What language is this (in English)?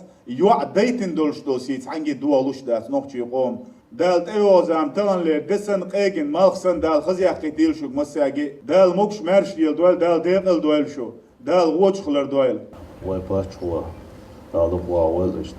Chechen